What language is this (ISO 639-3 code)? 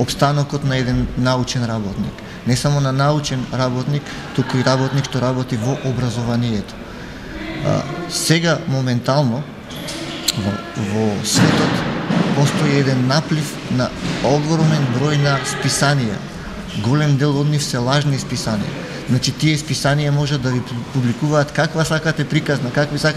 mkd